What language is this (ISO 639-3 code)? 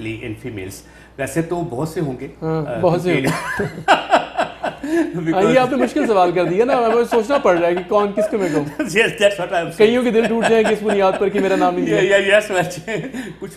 urd